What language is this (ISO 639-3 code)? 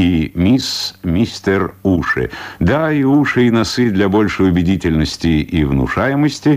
rus